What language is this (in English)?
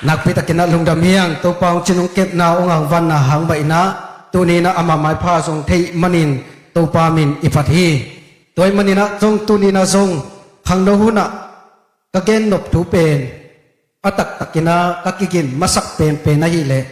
Tedim Chin